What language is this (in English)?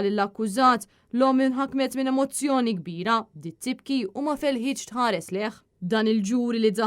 Maltese